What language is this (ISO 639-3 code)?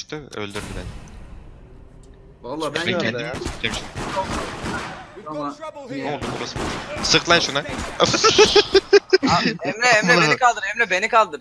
tur